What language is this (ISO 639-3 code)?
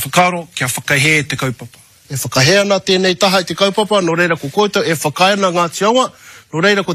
mri